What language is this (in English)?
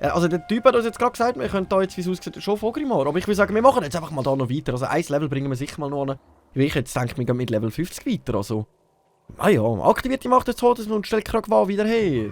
Swiss German